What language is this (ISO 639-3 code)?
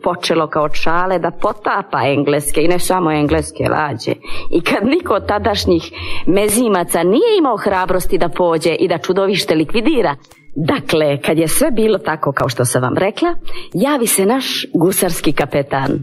hrv